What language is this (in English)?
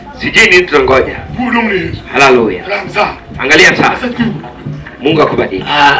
Luo (Kenya and Tanzania)